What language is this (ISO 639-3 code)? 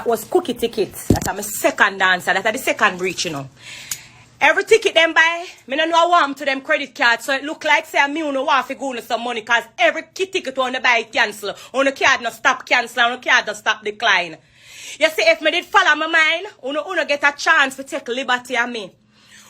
jam